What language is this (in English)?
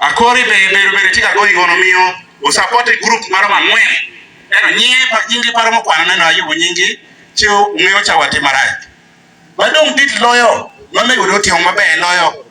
Acoli